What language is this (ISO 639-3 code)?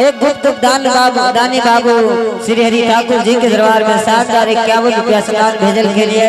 anp